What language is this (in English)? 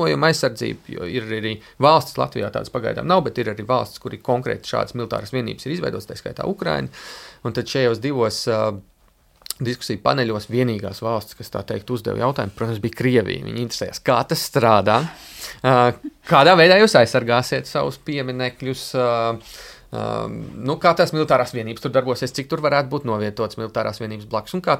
Latvian